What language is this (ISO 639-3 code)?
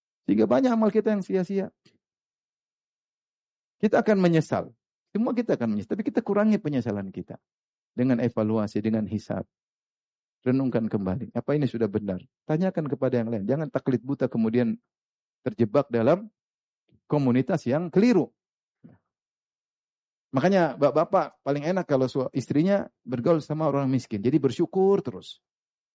ind